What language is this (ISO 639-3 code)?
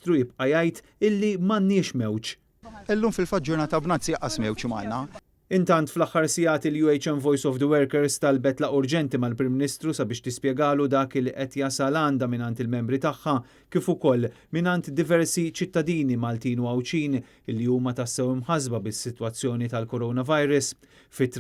mlt